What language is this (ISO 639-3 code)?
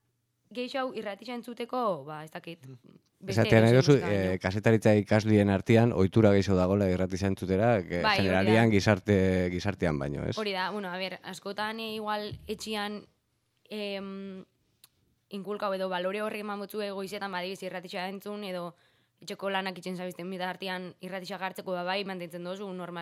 eus